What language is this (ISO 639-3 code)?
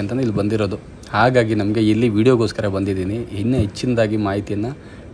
kan